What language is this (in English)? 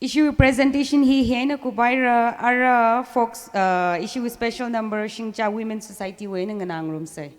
Tangkhul Naga (India)